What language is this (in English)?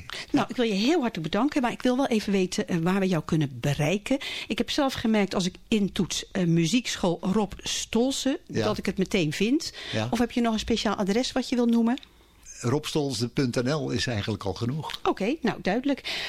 Dutch